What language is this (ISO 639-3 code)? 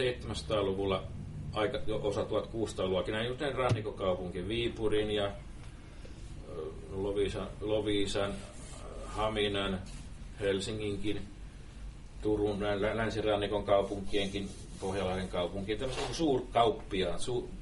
fin